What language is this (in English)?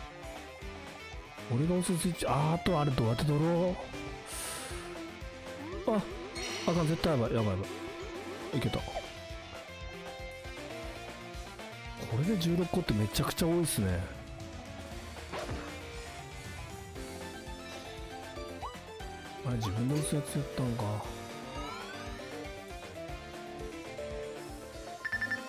Japanese